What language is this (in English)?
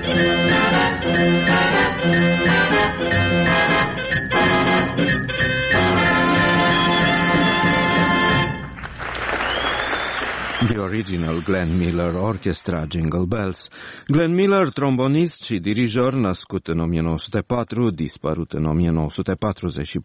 Romanian